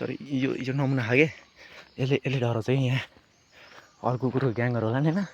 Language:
Nepali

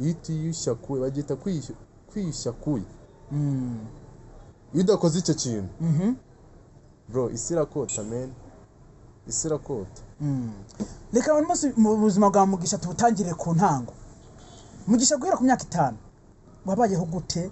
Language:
Kinyarwanda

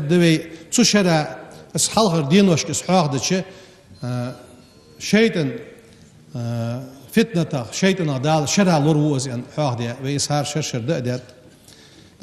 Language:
Ingush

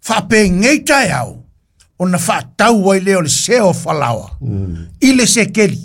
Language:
Samoan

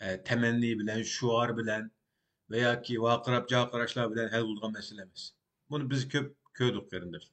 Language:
Uyghur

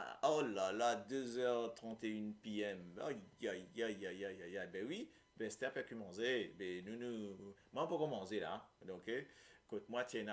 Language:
Morisyen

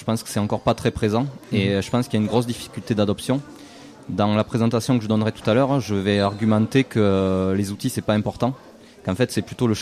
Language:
French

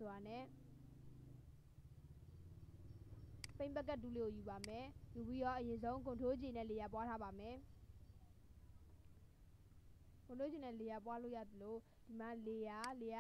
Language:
Burmese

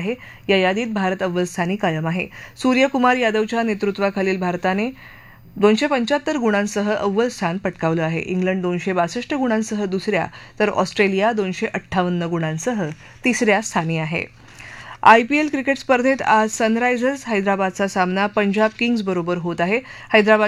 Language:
Marathi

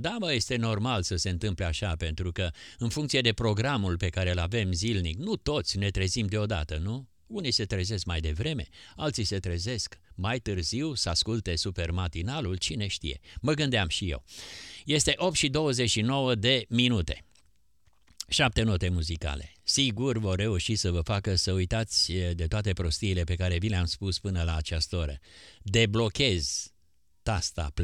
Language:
Romanian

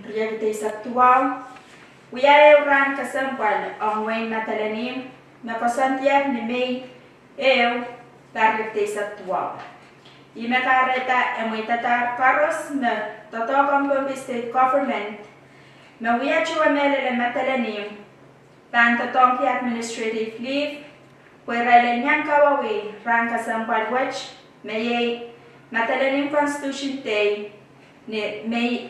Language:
Pohnpeian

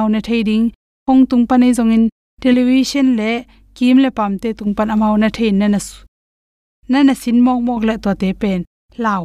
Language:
Tedim Chin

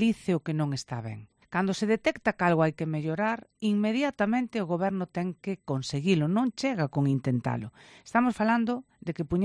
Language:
Galician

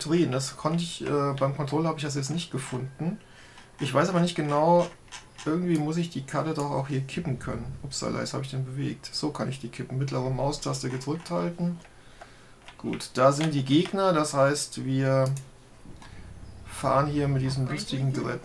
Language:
German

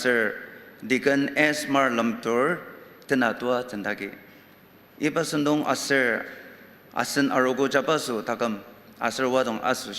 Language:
Ao Naga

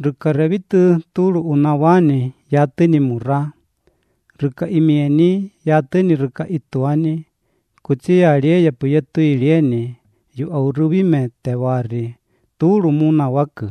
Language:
Latvian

